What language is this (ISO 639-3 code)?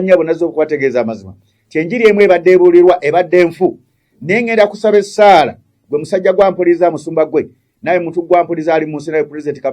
lug